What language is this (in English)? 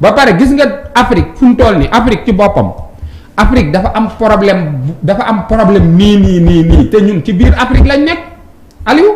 Wolof